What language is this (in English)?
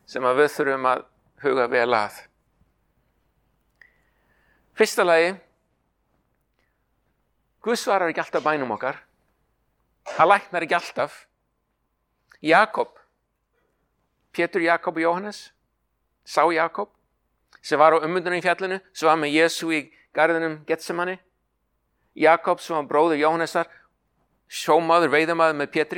Icelandic